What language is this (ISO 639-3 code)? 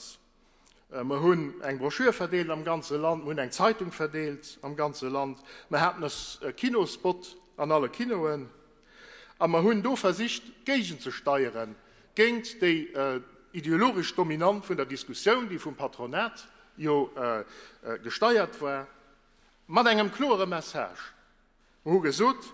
ltz